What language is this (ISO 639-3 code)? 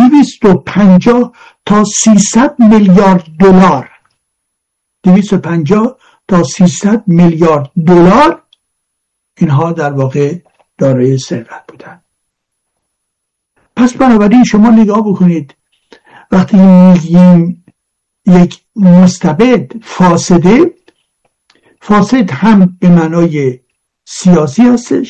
fas